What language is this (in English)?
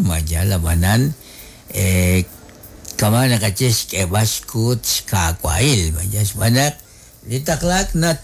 Kekchí